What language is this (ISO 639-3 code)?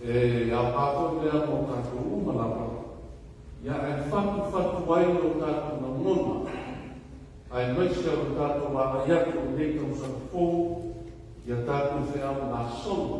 smo